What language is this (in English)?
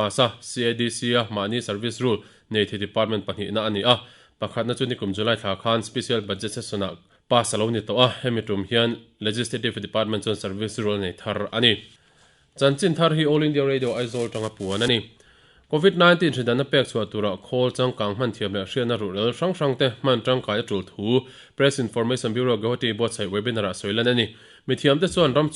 Mizo